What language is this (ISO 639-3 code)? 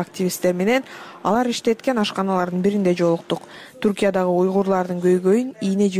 kir